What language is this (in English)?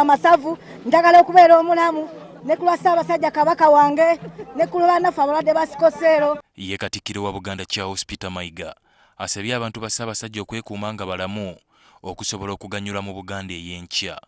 Ganda